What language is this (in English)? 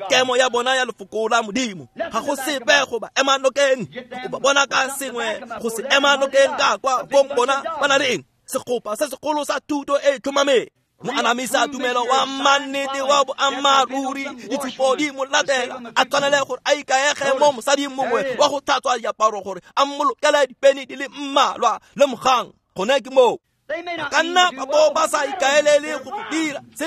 Tswana